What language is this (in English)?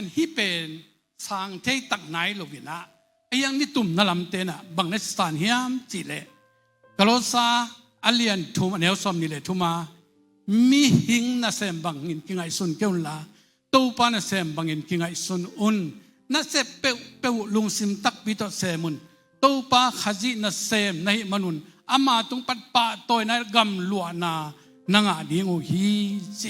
Tedim Chin